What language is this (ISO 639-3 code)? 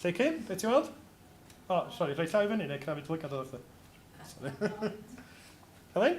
cym